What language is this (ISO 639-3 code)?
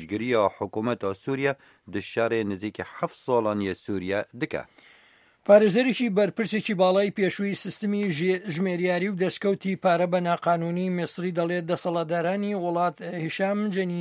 kur